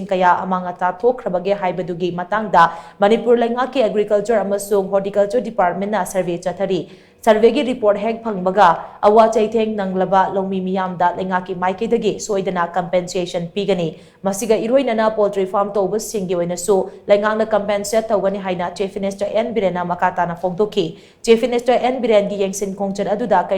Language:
Manipuri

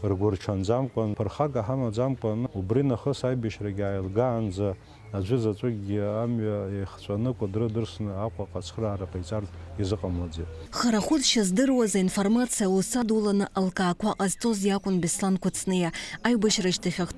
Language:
Abkhazian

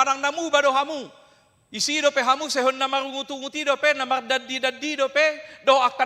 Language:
Batak Toba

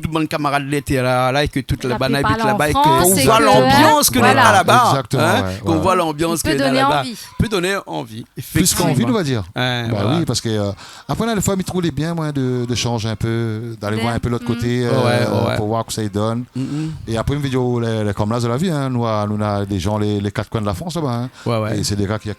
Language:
Réunion Creole French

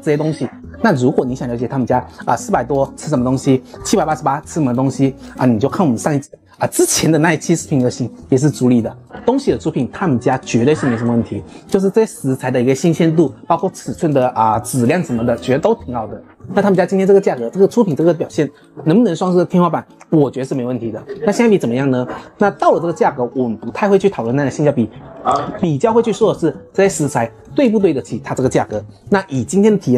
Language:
Chinese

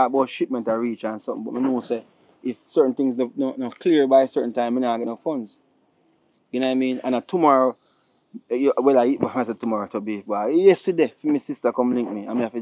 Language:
Jamaican Creole English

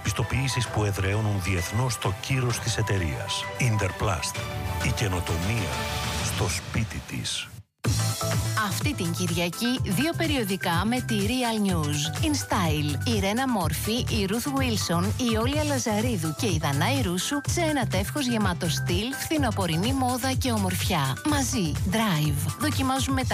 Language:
Greek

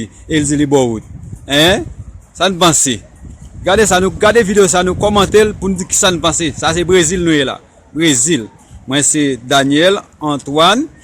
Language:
Haitian Creole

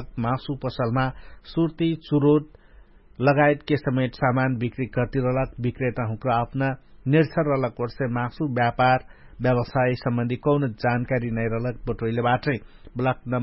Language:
Dangaura Tharu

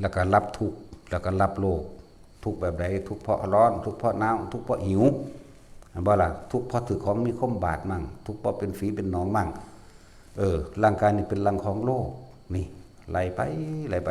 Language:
Northeastern Thai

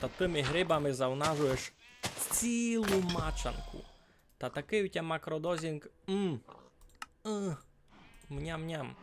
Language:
Rusyn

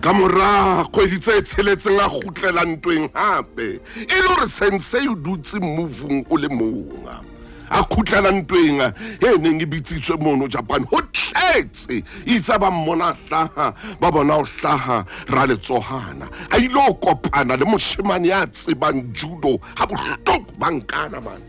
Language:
Southern Sotho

